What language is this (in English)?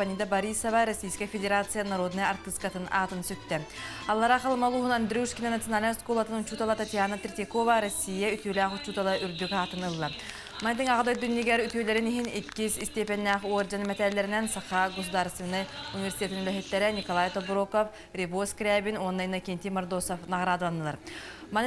Yakut